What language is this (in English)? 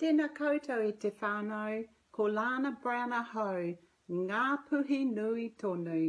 Māori